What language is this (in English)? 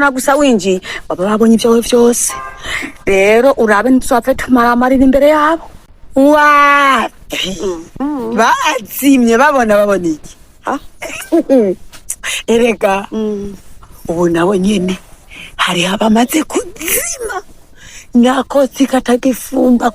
Rundi